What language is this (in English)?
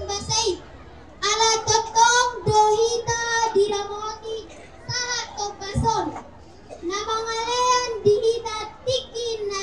Batak Toba